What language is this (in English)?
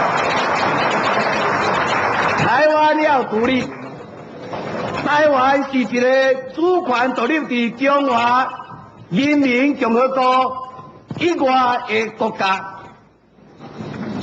Min Nan Chinese